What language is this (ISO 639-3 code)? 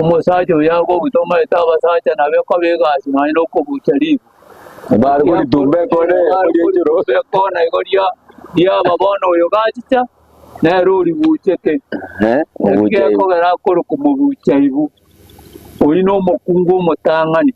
guz